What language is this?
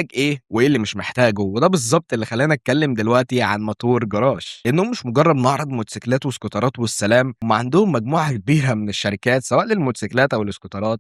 Egyptian Arabic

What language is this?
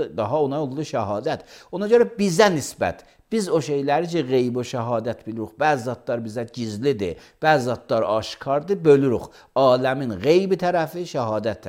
Azerbaijani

